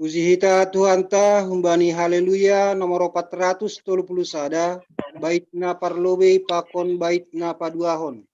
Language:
Batak Simalungun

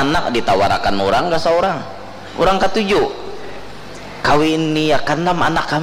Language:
Banjar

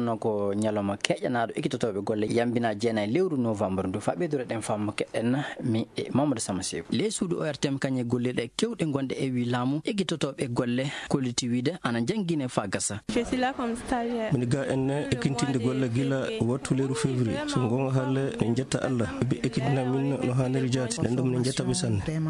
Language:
Fula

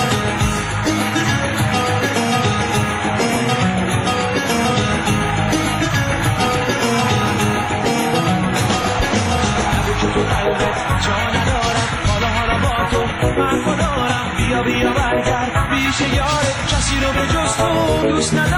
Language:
Persian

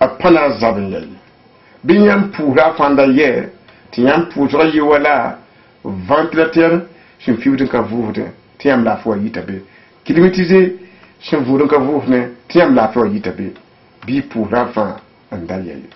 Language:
Mossi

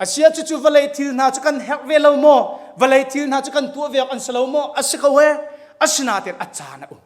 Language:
Hakha Chin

